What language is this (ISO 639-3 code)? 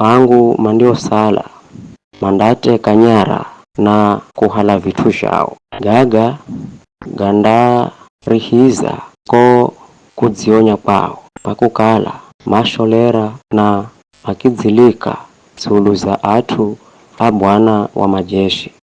nyf